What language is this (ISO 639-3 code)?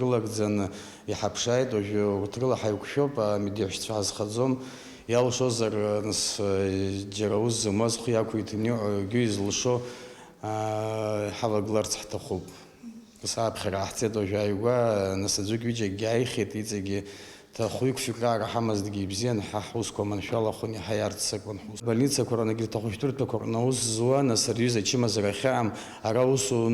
abk